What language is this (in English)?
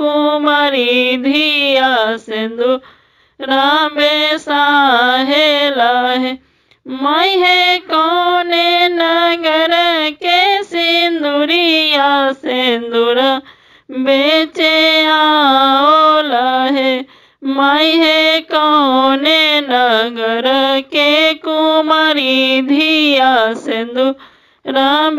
Bhojpuri